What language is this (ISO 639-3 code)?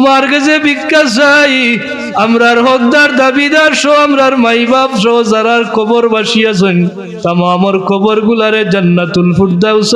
syl